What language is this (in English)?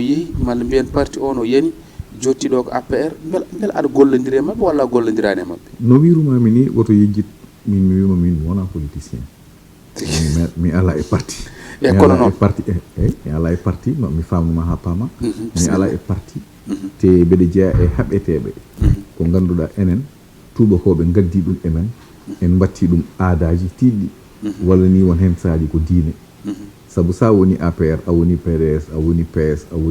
Fula